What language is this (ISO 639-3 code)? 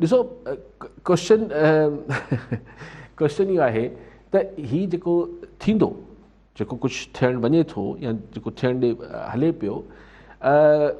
snd